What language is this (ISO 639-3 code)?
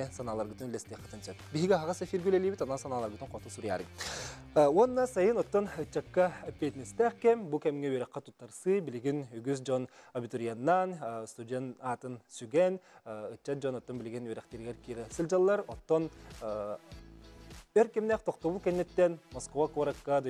sah